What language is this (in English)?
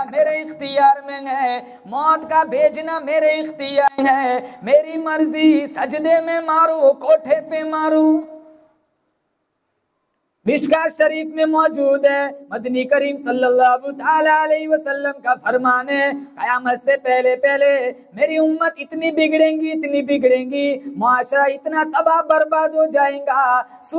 Urdu